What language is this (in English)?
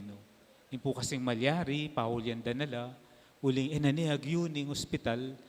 Pampanga